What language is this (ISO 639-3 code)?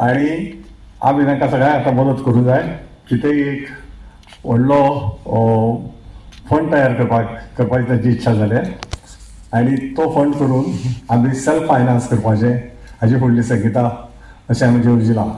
kok